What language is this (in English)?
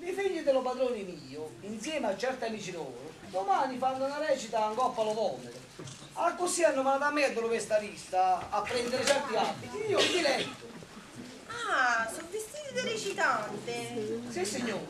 Neapolitan